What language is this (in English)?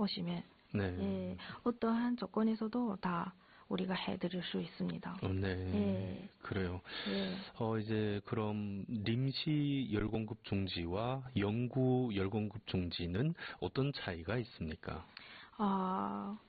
Korean